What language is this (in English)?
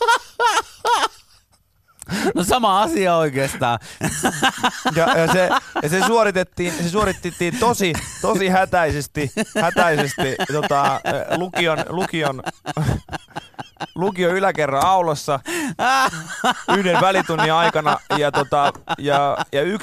Finnish